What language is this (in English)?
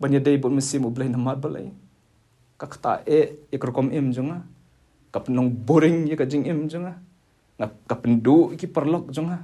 Khasi